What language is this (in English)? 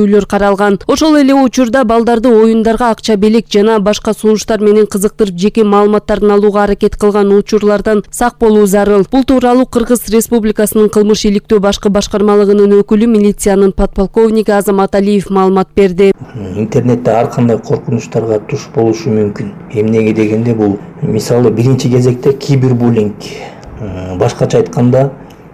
Kyrgyz